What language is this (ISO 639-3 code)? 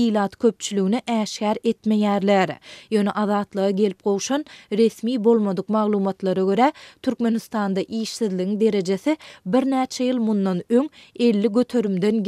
tuk